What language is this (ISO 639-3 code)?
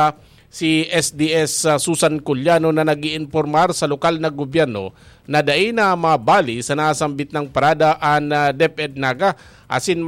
bik